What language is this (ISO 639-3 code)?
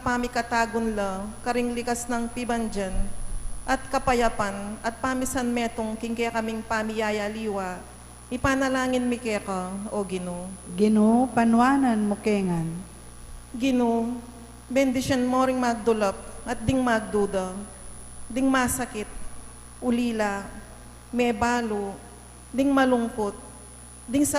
pam